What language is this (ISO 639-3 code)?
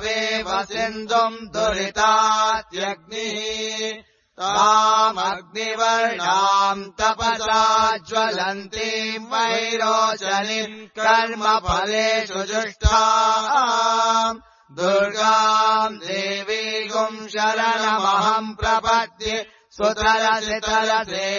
san